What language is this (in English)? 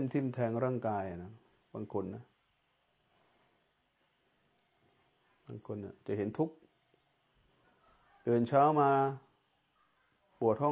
Thai